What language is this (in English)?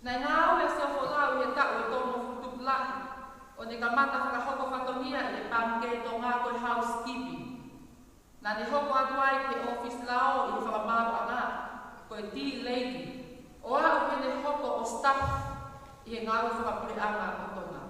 Tongan